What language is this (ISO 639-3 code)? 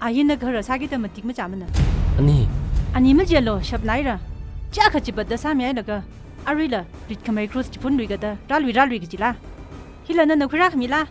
nmf